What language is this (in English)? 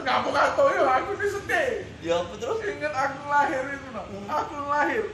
Musi